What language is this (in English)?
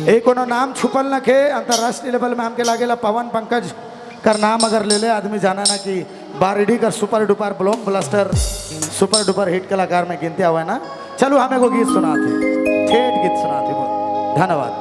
Sadri